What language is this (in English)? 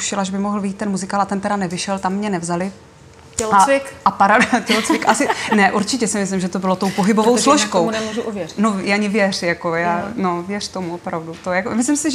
Czech